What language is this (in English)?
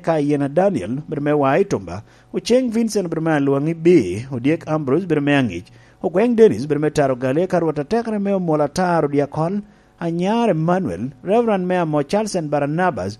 Lango (Uganda)